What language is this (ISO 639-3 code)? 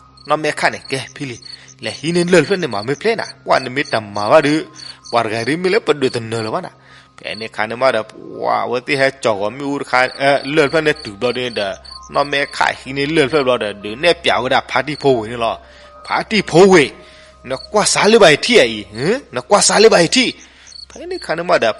ksw